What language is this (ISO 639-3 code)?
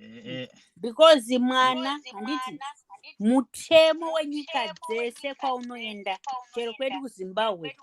sna